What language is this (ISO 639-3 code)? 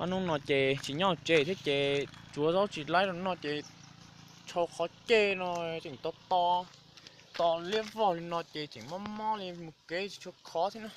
hmn